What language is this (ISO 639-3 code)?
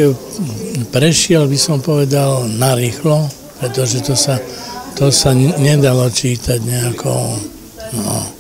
slk